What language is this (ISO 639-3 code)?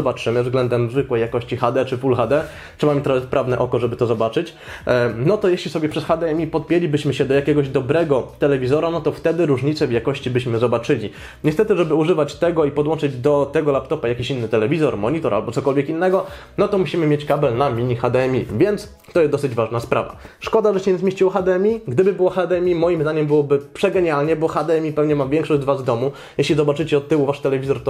pol